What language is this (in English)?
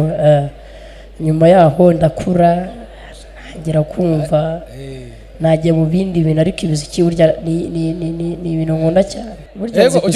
Kinyarwanda